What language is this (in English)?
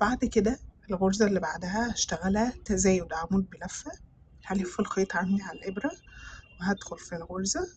Egyptian Arabic